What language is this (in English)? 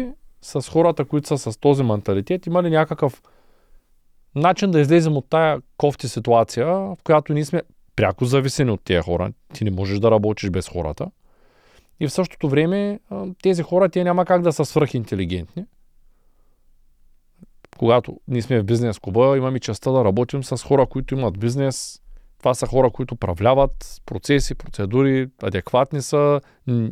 Bulgarian